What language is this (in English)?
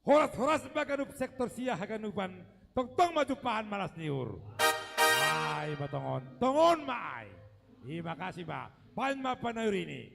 Batak Simalungun